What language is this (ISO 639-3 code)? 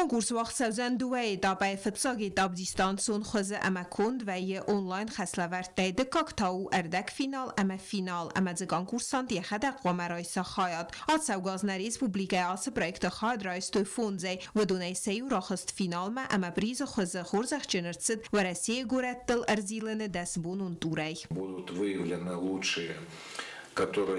oss